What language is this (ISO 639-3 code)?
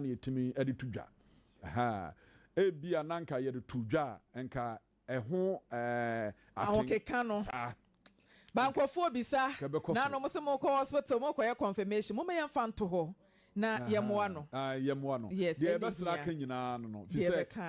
aka